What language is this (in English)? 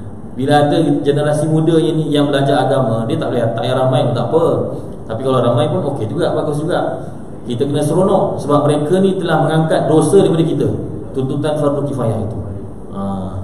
Malay